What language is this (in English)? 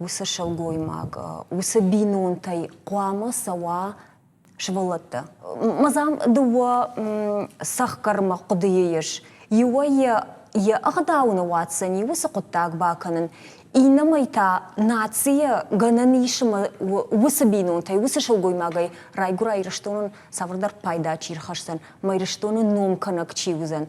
Ossetic